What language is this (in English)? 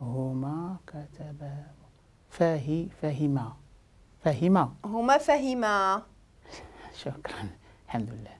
Moroccan Arabic